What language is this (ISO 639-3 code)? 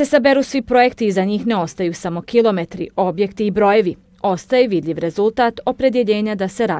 bos